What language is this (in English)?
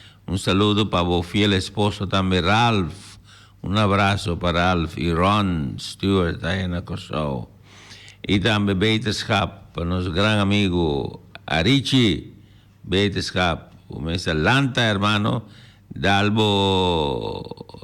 Papiamento